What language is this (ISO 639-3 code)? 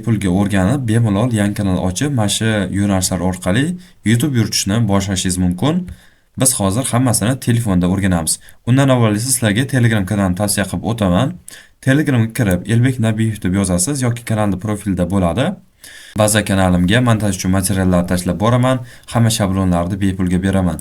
uzb